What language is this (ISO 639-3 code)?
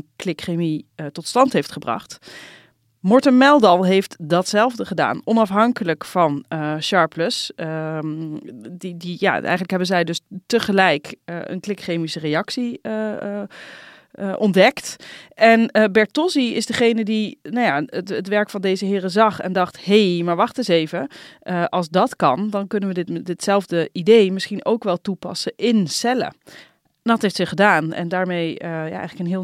nld